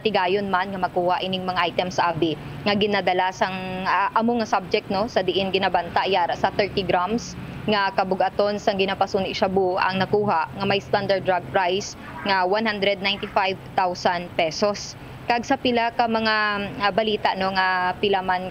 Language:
Hiligaynon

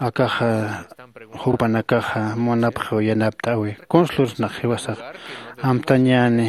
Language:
Aymara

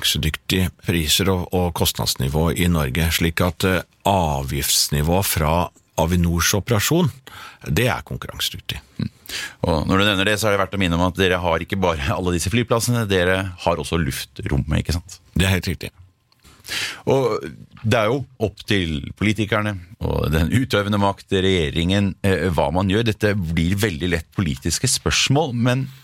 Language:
Norwegian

